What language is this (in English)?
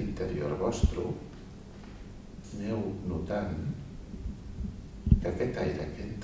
Catalan